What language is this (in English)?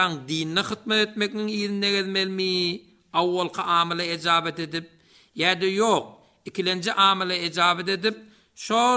Turkmen